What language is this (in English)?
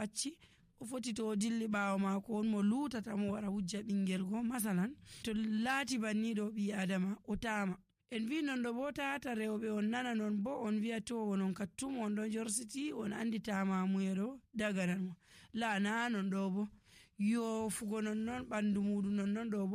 Nigerian Fulfulde